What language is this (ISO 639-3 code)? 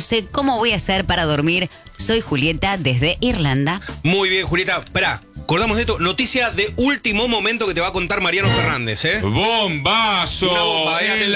spa